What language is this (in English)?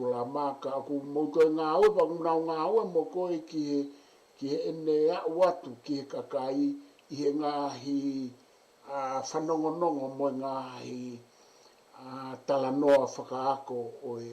Tongan